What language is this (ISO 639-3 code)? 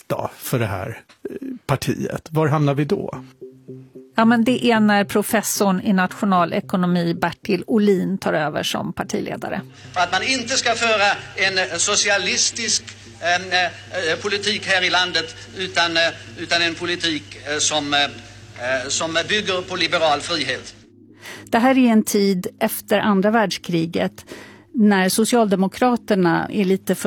swe